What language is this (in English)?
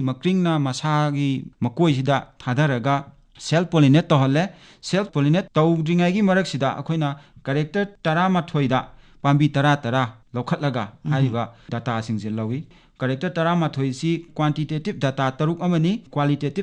Manipuri